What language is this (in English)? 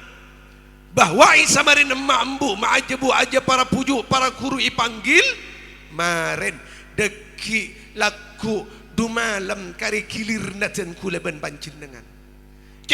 Madurese